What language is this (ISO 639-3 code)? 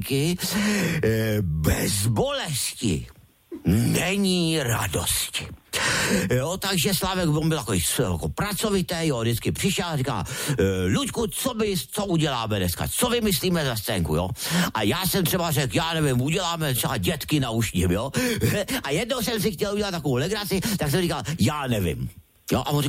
ces